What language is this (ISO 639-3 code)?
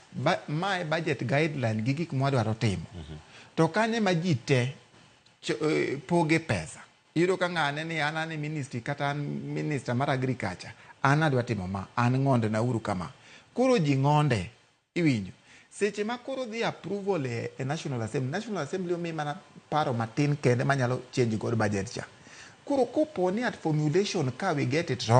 luo